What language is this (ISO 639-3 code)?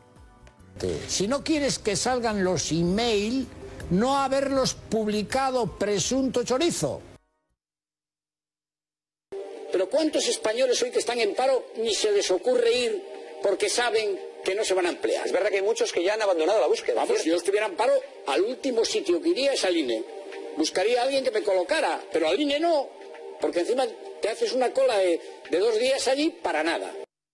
spa